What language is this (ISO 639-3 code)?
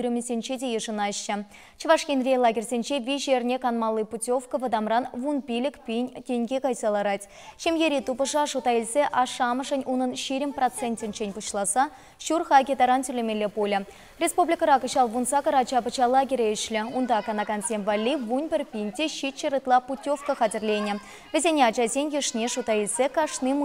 chv